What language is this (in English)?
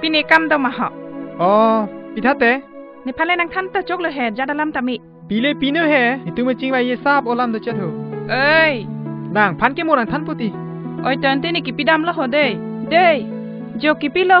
Karbi